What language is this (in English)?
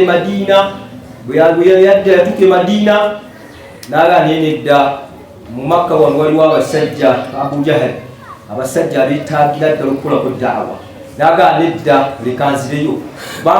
Ganda